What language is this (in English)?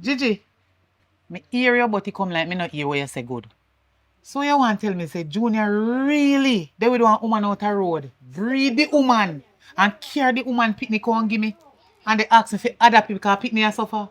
Jamaican Creole English